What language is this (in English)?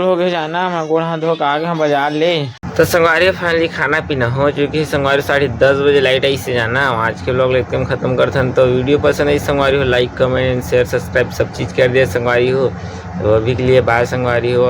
Chhattisgarhi